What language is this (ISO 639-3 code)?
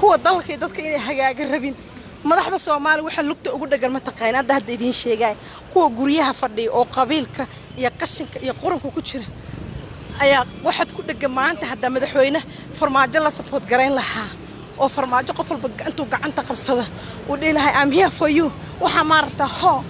som